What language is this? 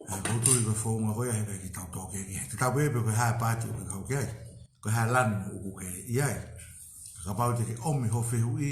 Tongan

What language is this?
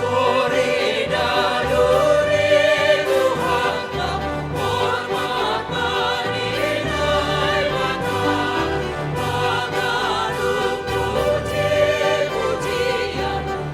Batak Simalungun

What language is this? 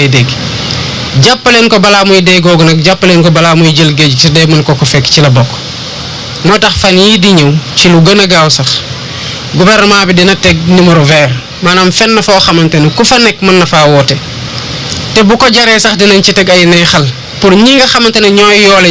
Wolof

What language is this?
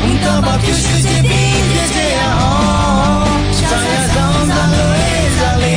Akha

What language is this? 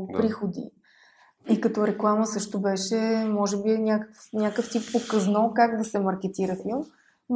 Bulgarian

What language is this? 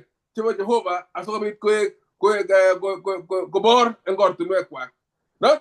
Kalenjin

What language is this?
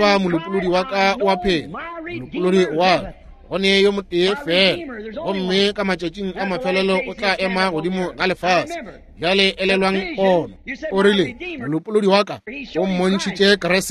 Northern Sotho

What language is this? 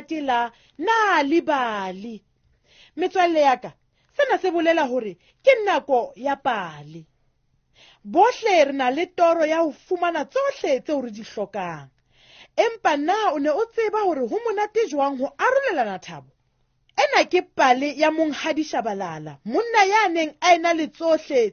Southern Sotho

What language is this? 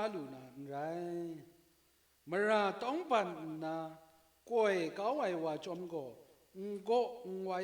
Kachin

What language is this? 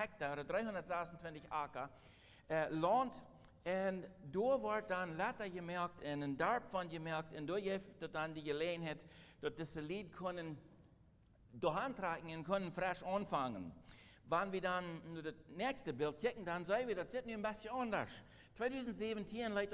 Plautdietsch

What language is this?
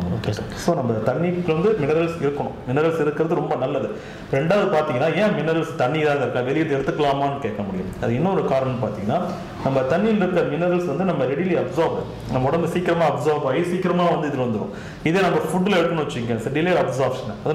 Tamil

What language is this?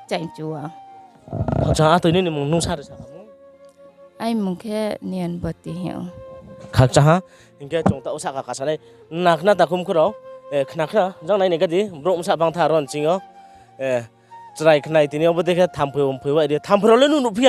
Riang (India)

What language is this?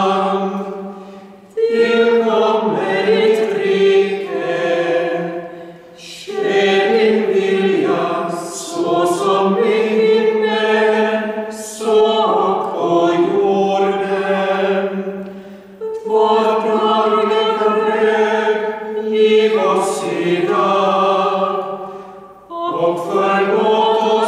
Swedish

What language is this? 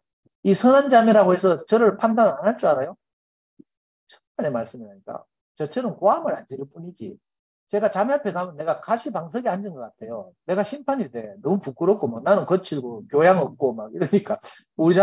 Korean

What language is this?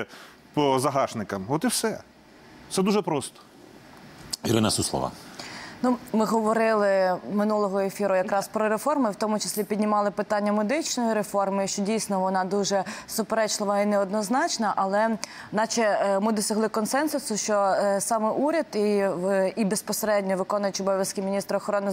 Ukrainian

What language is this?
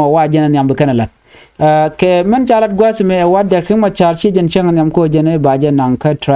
Nuer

